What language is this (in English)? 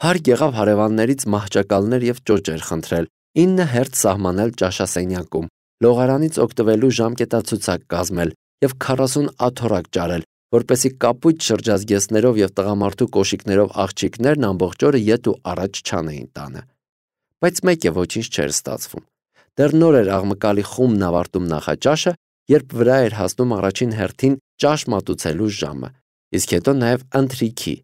Armenian